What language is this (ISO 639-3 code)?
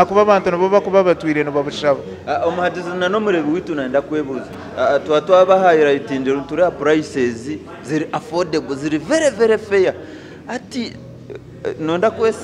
nyn